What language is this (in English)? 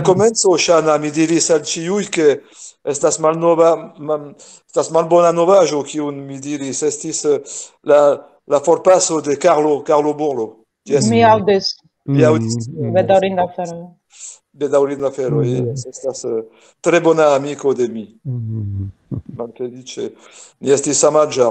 Esperanto